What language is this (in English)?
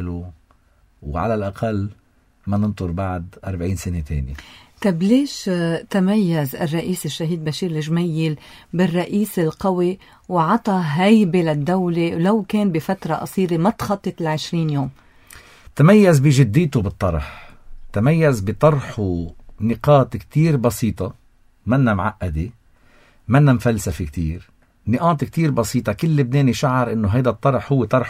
North Levantine Arabic